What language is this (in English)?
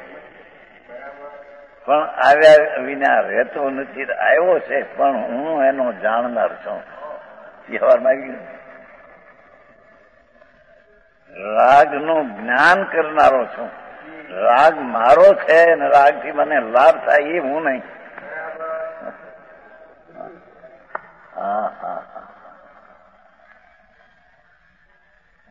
Gujarati